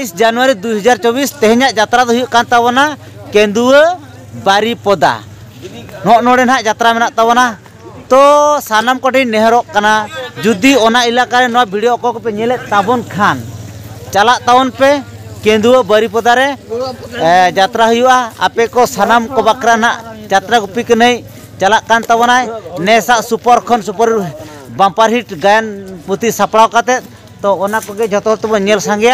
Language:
Santali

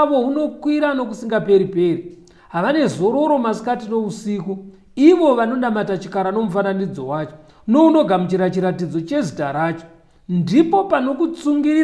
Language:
Shona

